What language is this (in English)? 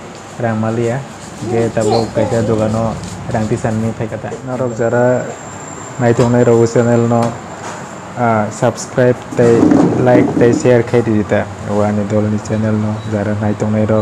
Kok Borok